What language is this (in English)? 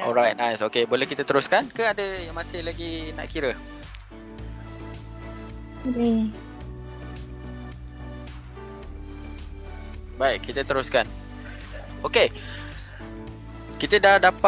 Malay